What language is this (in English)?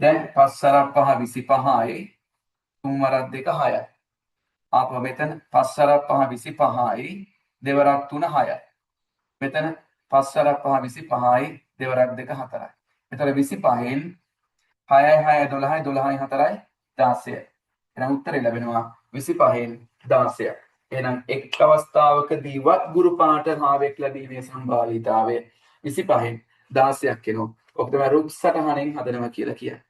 Sinhala